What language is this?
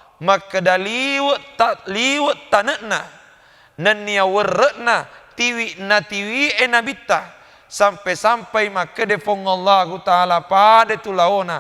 Buginese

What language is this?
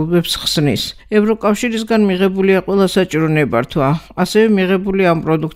Georgian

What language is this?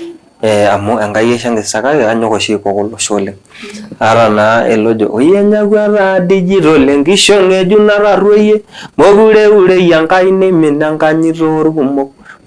Masai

